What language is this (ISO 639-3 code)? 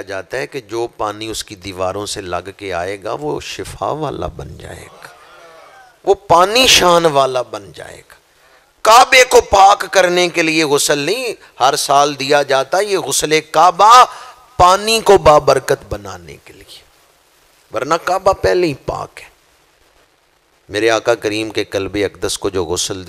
urd